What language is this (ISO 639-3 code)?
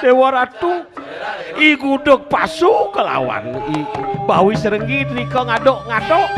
ban